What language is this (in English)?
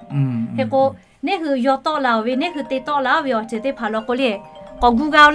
Lahu